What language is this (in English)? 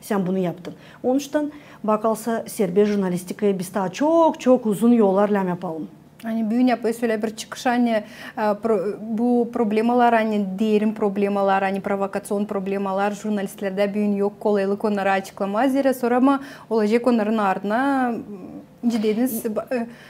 Gagauz